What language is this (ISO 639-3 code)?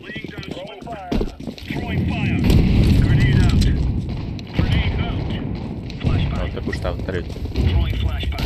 sah